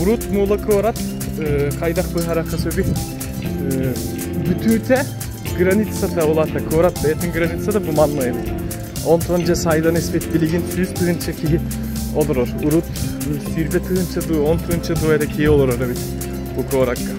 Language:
Yakut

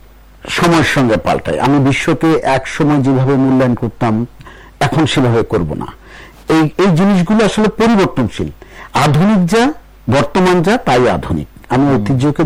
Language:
Bangla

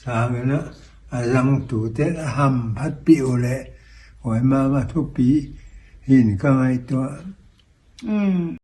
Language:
Paite Chin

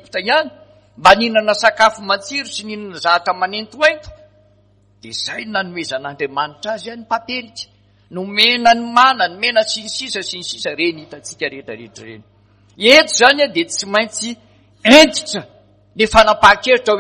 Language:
Malagasy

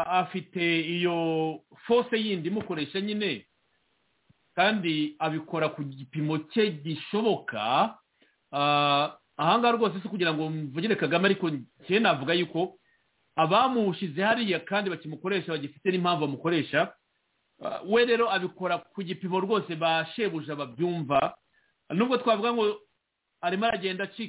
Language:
Kinyarwanda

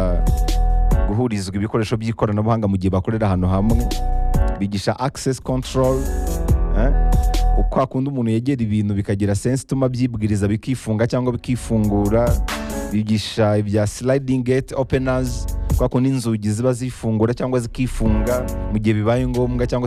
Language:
Kinyarwanda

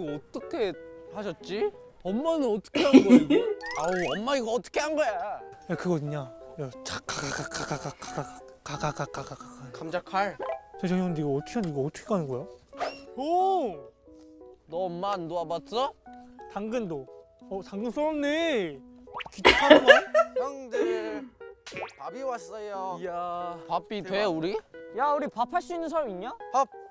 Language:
Korean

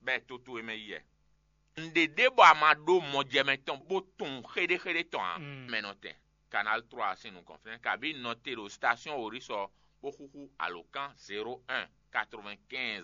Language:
Fon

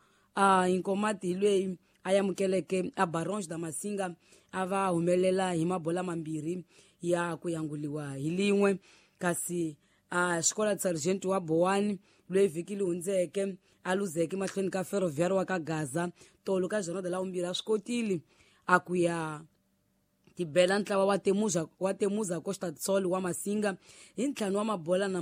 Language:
Tsonga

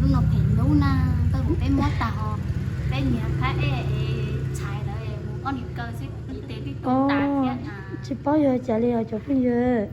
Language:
Hmong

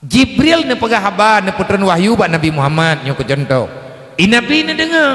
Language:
Achinese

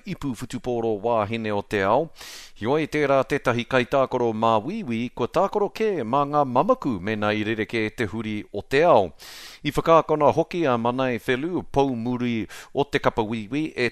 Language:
Māori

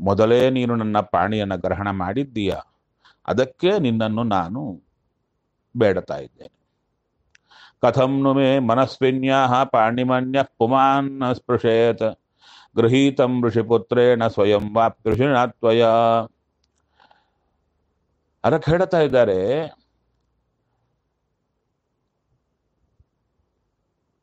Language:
Kannada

